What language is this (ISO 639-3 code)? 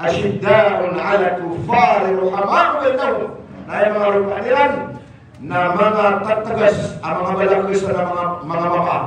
mrw